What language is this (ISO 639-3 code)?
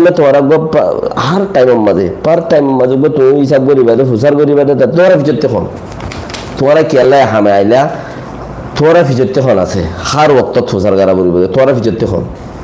rhg